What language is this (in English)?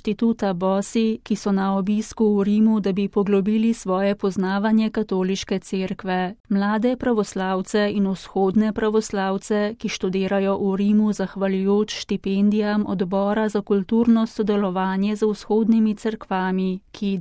Slovenian